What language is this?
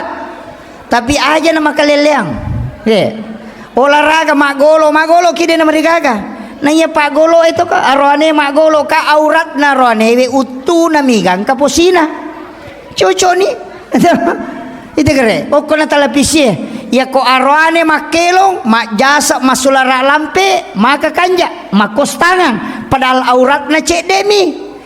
Buginese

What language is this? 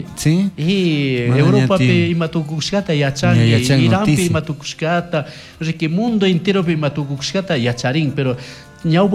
Chimborazo Highland Quichua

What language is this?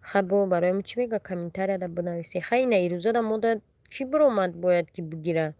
Tajik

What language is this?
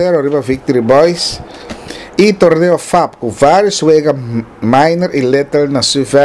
Papiamento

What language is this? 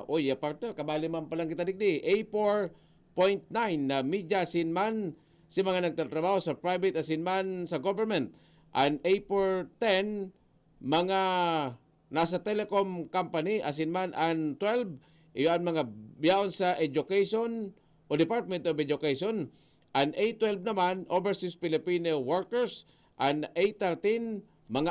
Bikol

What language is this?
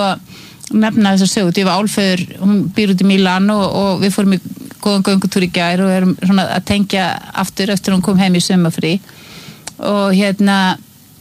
Icelandic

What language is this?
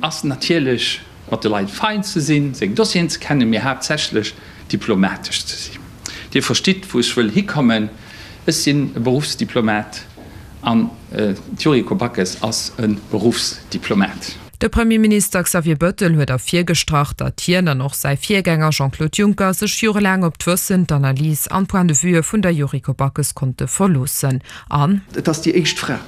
Luxembourgish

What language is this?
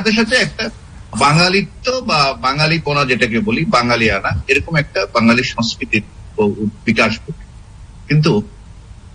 Bangla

